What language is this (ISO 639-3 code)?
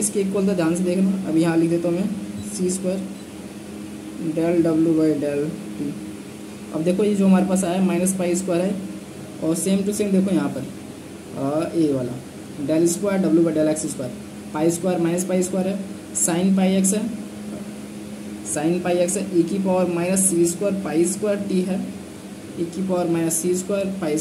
hin